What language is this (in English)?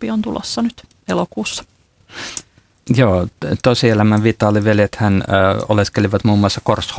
Finnish